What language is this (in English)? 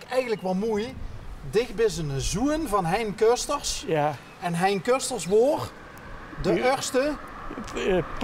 Limburgish